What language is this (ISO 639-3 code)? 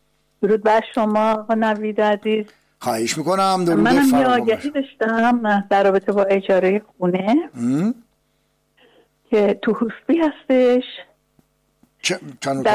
fas